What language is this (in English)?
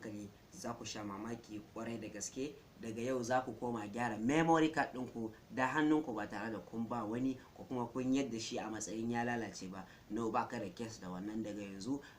Hausa